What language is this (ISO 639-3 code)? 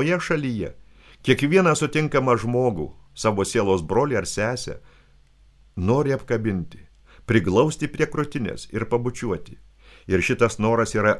lit